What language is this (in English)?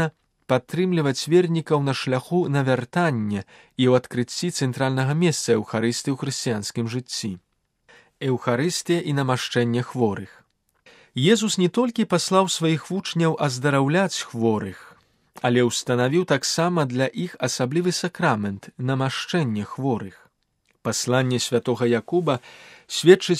Belarusian